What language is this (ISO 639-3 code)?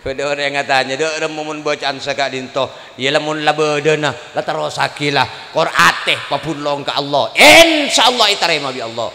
mad